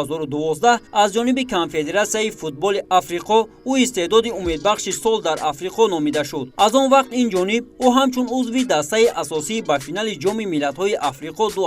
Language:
Tajik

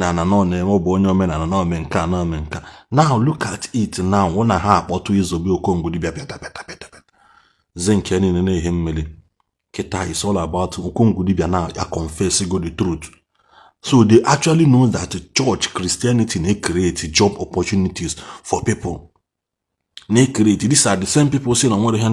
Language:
Igbo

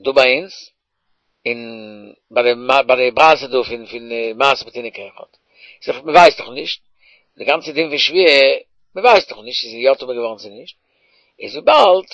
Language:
Yiddish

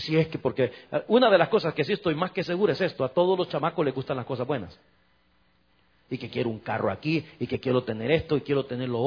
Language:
Spanish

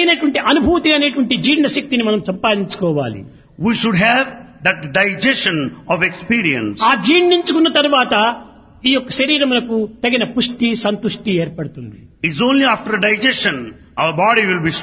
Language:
Telugu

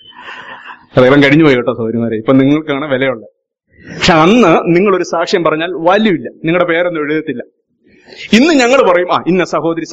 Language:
Malayalam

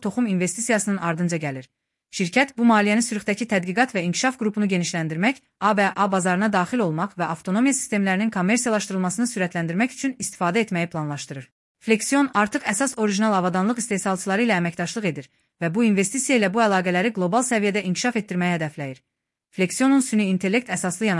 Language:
Azerbaijani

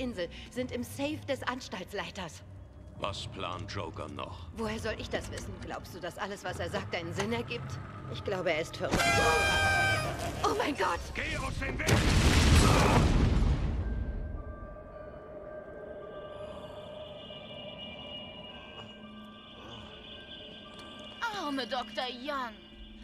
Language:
German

